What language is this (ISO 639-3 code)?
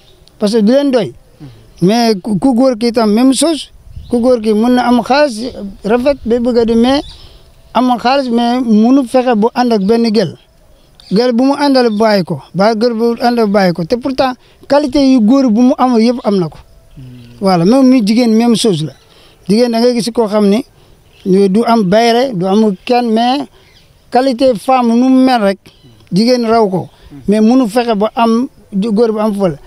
wol